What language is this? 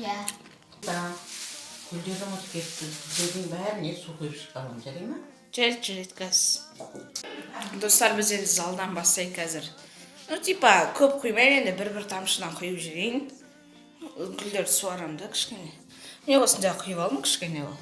Kazakh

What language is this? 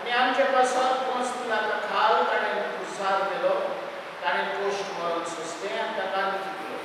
Konkani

